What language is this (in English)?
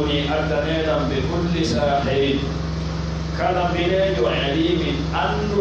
Pular